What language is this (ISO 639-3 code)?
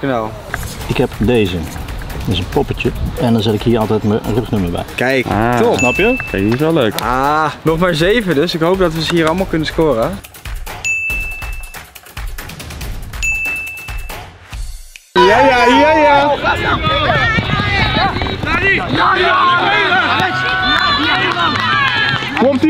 nld